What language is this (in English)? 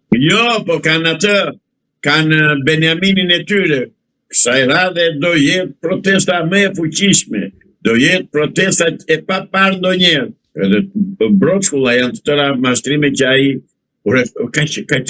Albanian